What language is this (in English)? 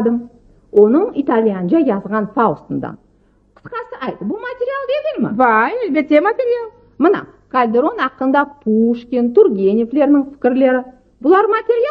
Crimean Tatar